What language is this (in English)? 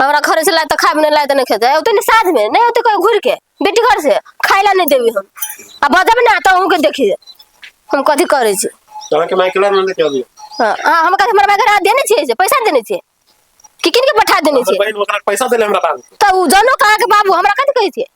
Maithili